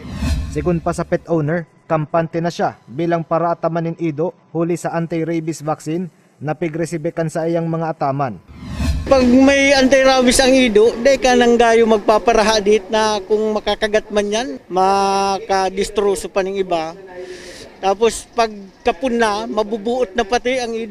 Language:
Bikol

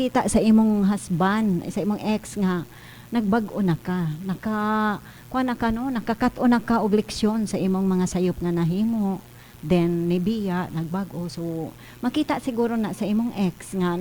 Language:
Cebuano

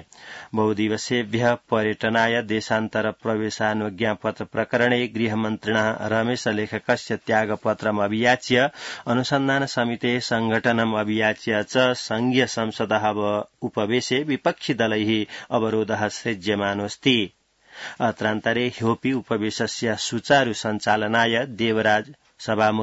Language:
Sanskrit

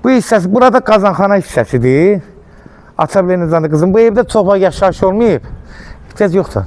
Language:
Azerbaijani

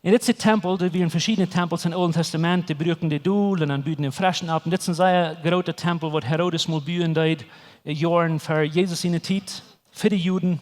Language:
Plautdietsch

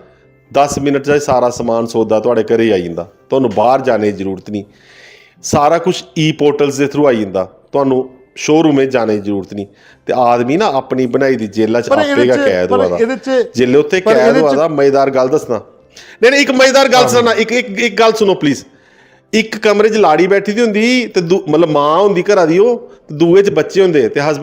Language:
Dogri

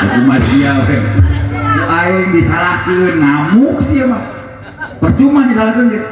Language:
Sundanese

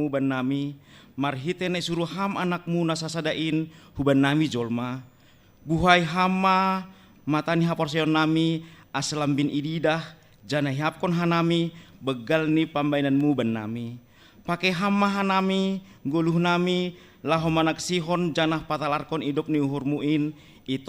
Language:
Batak Simalungun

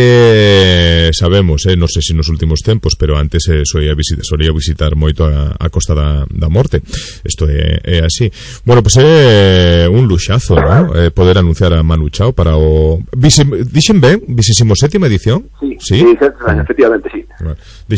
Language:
Galician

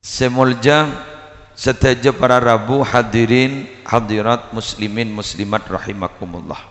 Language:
Madurese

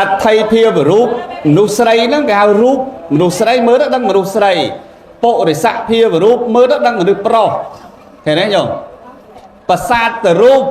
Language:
Khmer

